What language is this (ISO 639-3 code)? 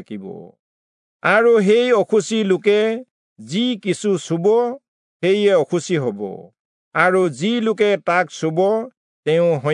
asm